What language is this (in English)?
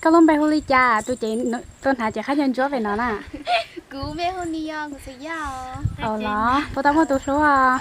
Hmong